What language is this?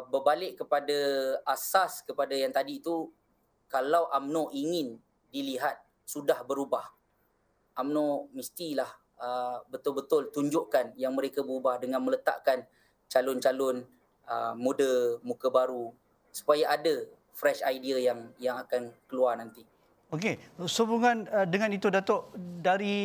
Malay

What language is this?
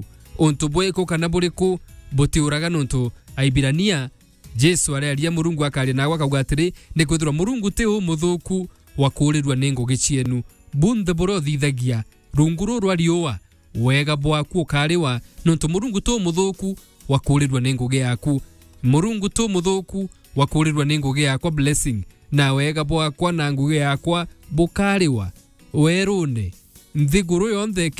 Meru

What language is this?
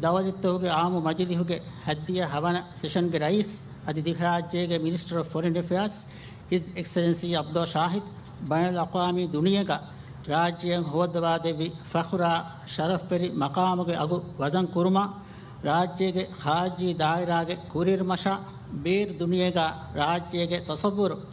Divehi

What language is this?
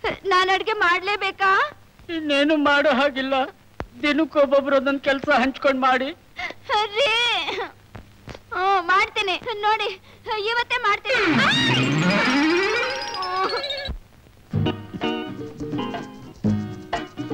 Kannada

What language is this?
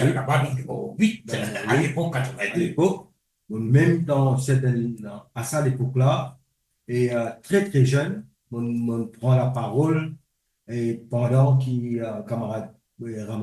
Morisyen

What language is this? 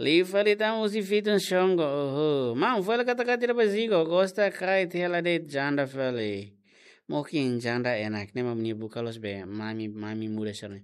Tetum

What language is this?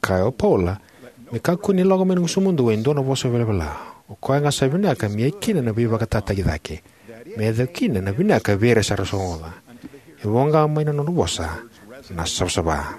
Fijian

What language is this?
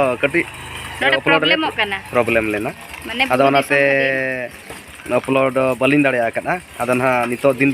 Santali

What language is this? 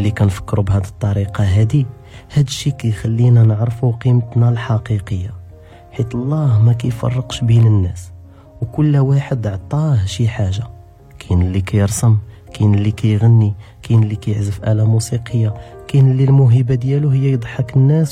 Moroccan Arabic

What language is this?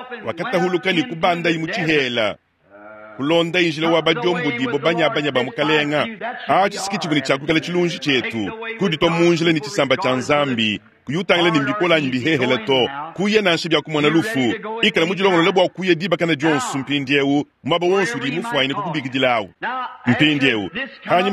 Luba-Lulua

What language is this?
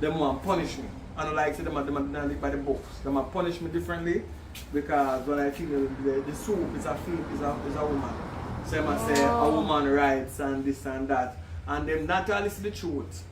Jamaican Creole English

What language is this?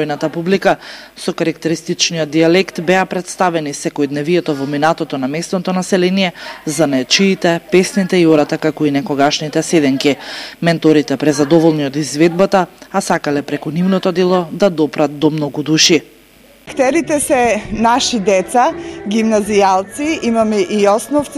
Macedonian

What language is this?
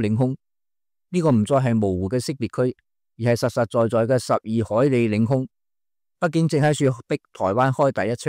Cantonese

